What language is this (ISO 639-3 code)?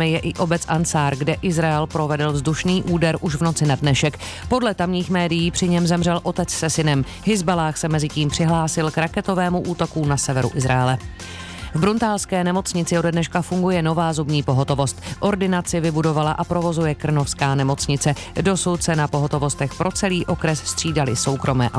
ces